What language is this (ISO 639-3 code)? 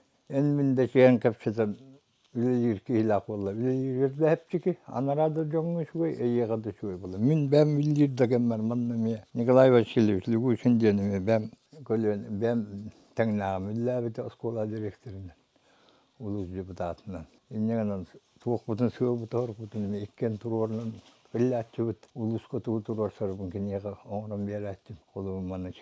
sah